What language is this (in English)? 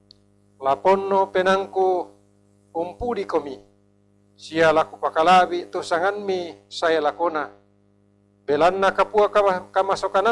Toraja-Sa'dan